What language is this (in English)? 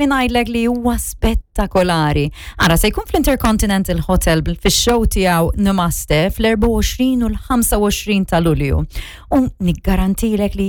Maltese